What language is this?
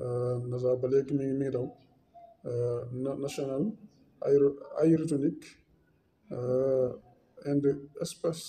Wolof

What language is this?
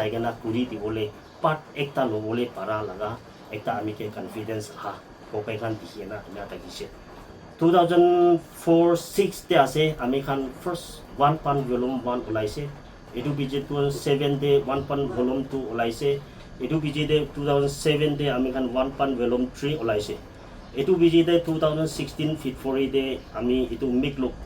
Naga Pidgin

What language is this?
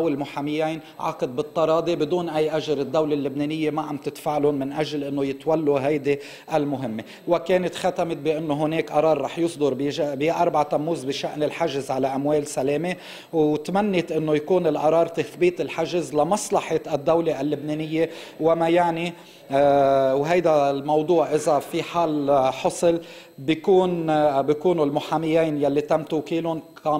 North Levantine Arabic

